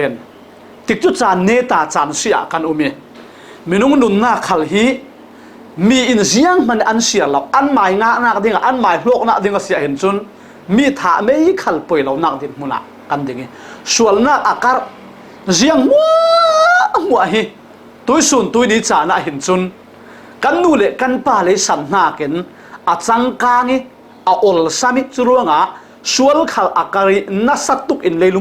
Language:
Falam Chin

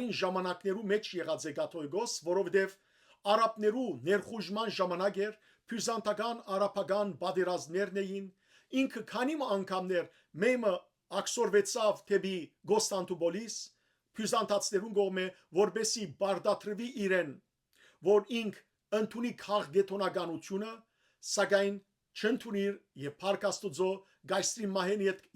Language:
Western Armenian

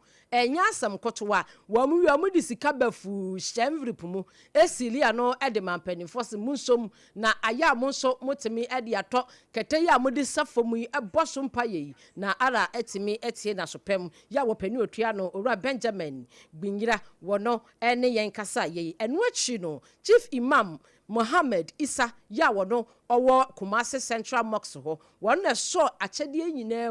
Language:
Akan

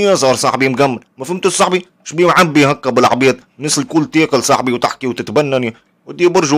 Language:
Tunisian Arabic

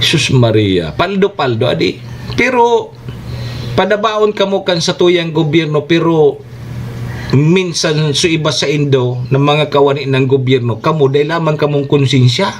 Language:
Bikol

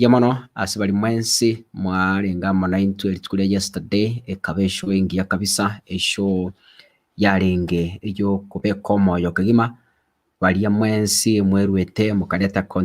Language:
Gusii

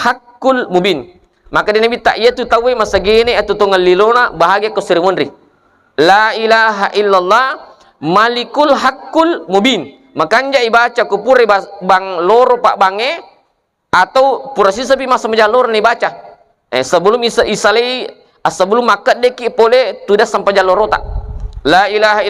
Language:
Buginese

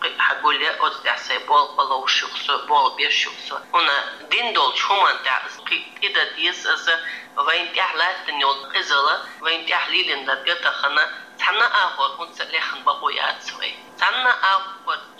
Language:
Chechen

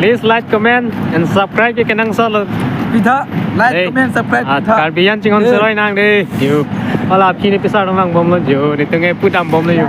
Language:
Karbi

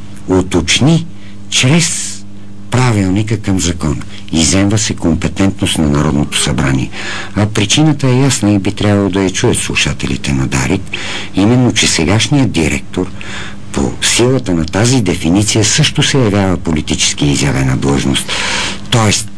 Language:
Bulgarian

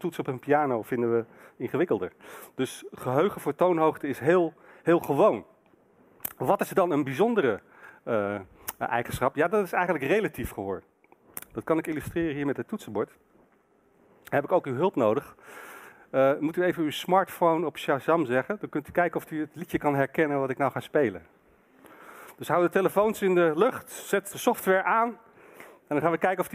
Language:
Dutch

